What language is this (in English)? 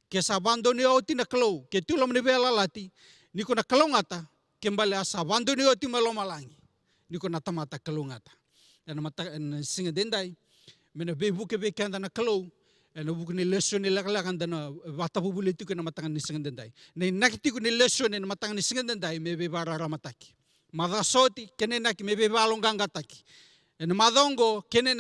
Fijian